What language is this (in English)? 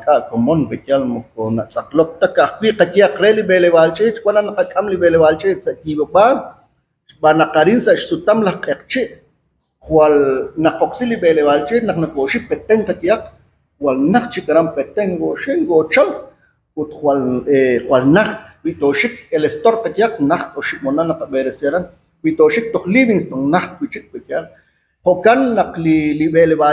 Kekchí